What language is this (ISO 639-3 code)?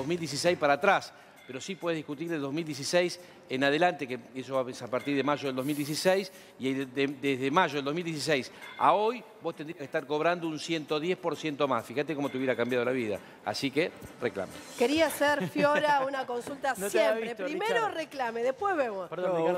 spa